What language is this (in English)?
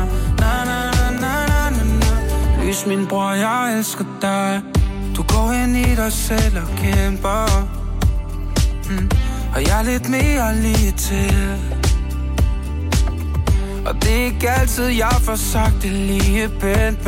Danish